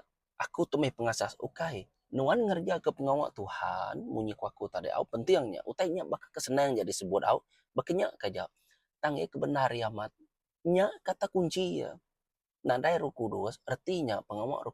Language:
Iban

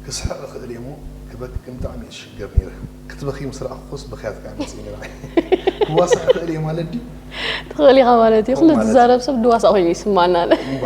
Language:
Tigrinya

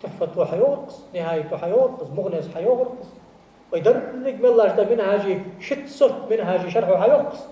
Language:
Ingush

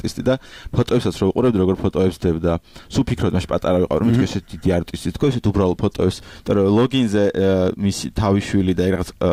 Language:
Georgian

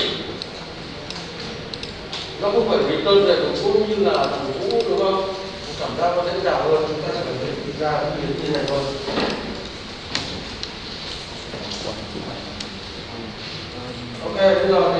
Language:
Vietnamese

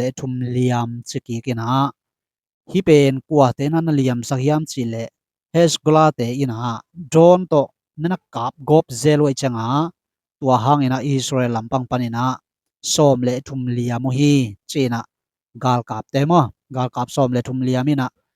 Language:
Tedim Chin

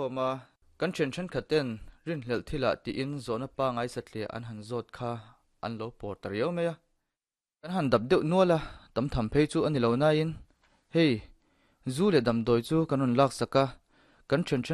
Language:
Mizo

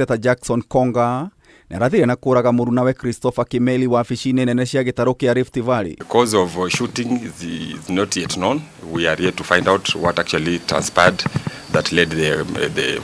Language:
Kikuyu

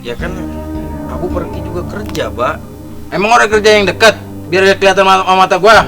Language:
Betawi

